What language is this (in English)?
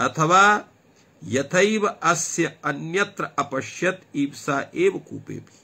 Sanskrit